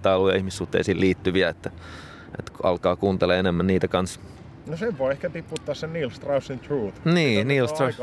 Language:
Finnish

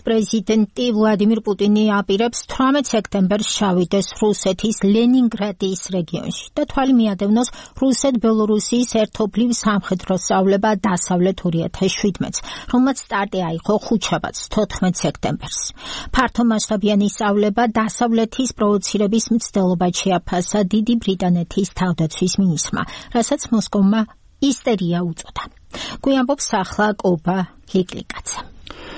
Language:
Georgian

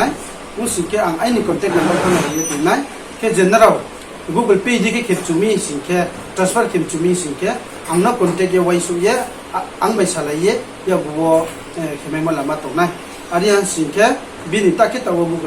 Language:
Riang (India)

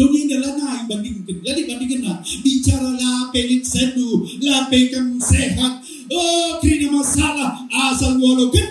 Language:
Batak Karo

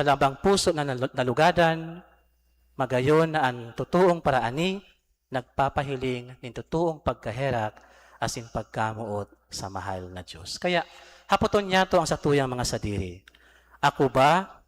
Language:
Bikol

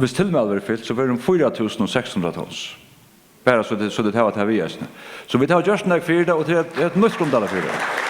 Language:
Faroese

